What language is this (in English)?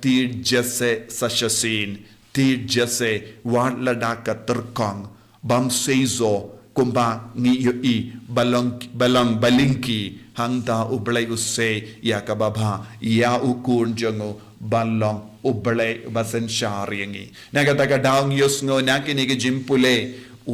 Khasi